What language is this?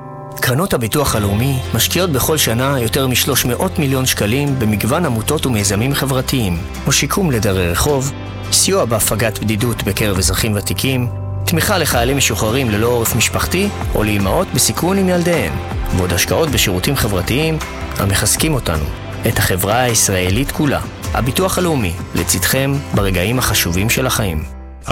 Hebrew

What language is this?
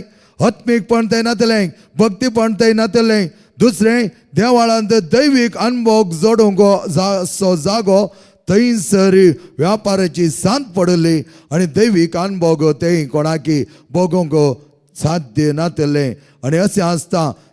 Konkani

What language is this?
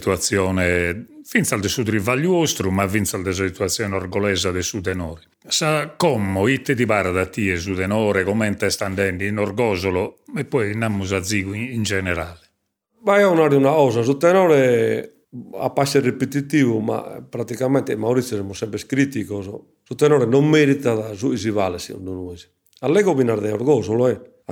Sardinian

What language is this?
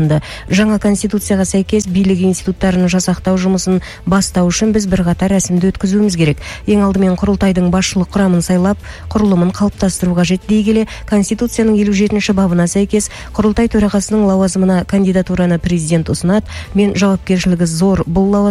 Kazakh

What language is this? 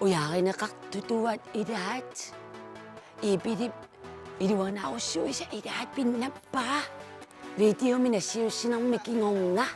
Kalaallisut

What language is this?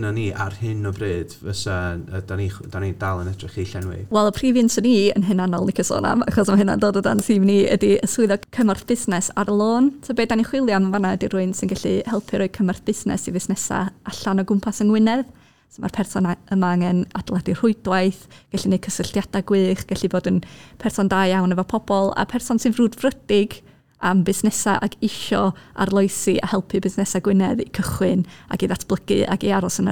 Welsh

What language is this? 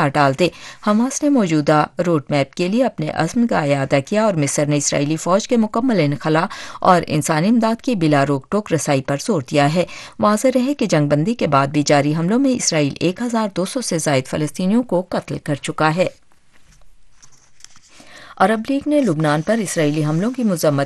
Urdu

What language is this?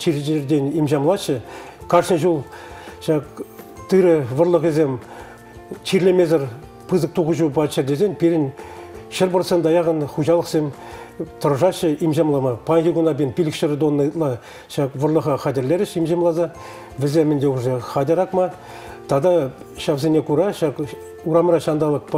Chuvash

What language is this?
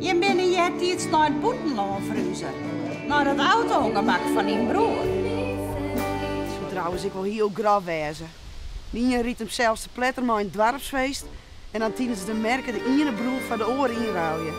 Western Frisian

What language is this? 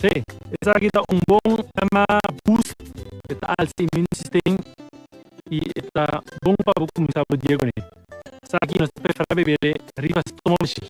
Papiamento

